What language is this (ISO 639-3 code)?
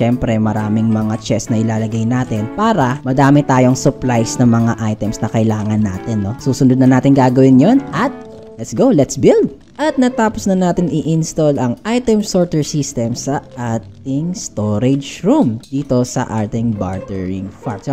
fil